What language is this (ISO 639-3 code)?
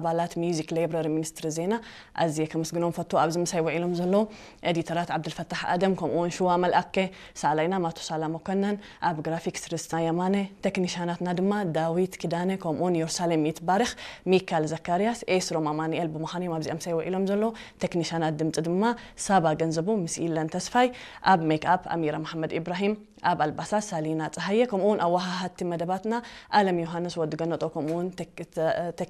tir